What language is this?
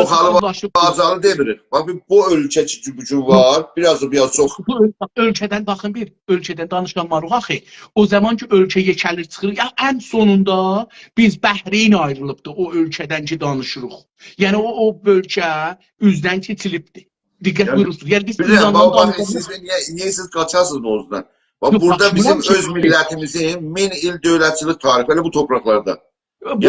South Azerbaijani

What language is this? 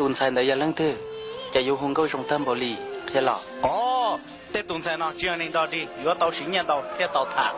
Hmong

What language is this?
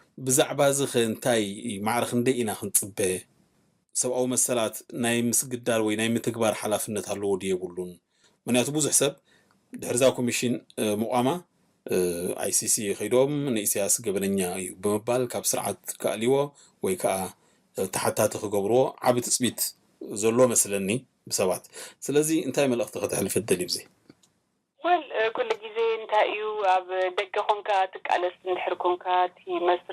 Tigrinya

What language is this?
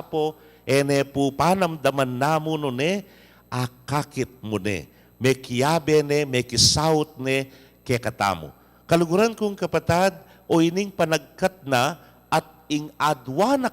Pampanga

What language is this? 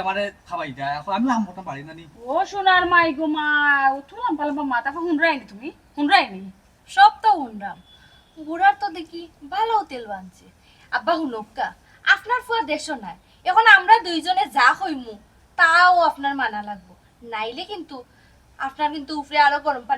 Sylheti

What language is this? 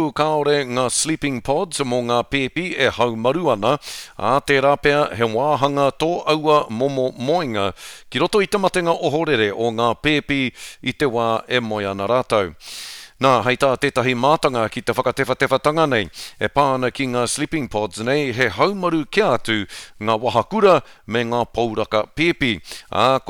Māori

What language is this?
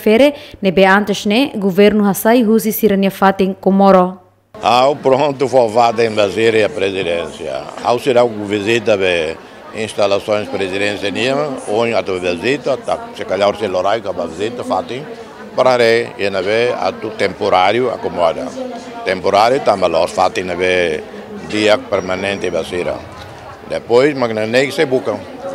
Tetum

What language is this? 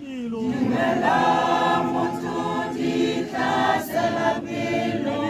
Tswana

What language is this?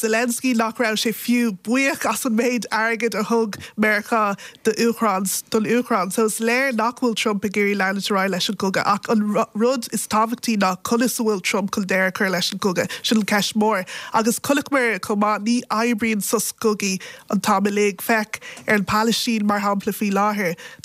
Irish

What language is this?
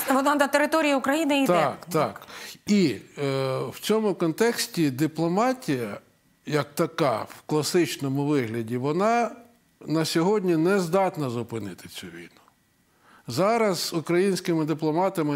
Ukrainian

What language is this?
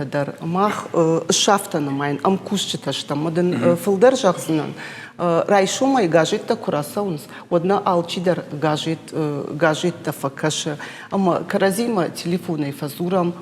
Ossetic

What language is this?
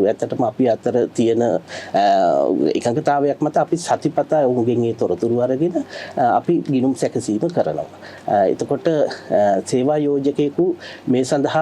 Sinhala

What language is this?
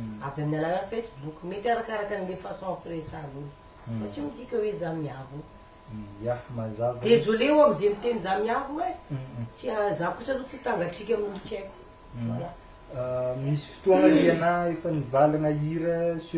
Malagasy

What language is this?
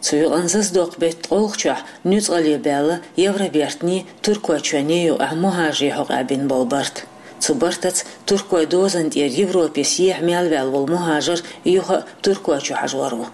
Chechen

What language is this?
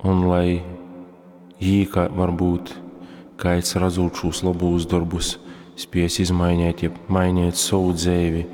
Latgalian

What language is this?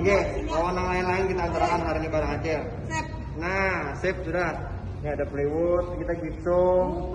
Banjar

